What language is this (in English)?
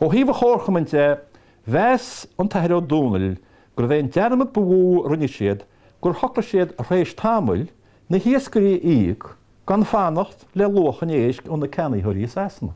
Irish